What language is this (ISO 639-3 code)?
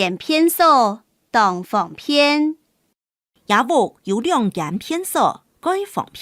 hak